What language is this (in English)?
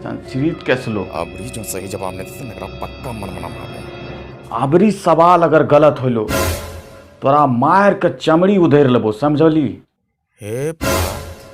Angika